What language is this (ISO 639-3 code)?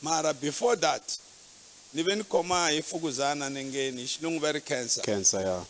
tso